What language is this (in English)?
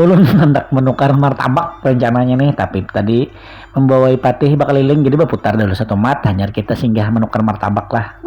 Banjar